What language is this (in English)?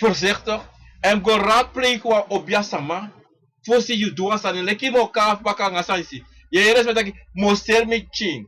Sranan Tongo